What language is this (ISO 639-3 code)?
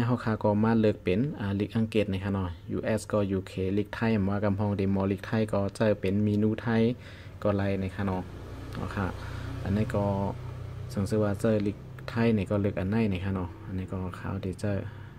shn